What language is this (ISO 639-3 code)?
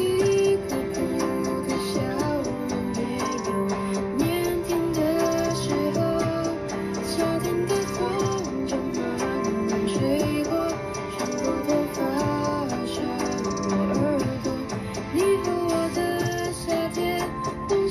zho